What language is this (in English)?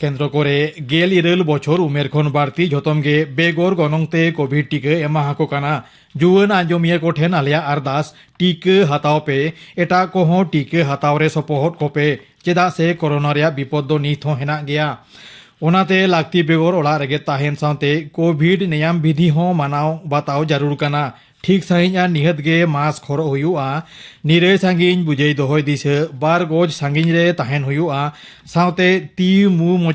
Santali